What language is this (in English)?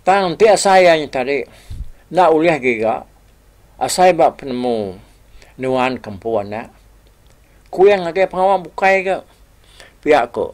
Iban